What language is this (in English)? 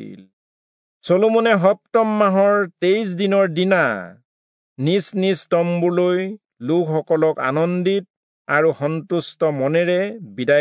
Assamese